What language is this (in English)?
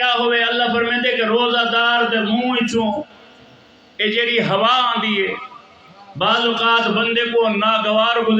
Saraiki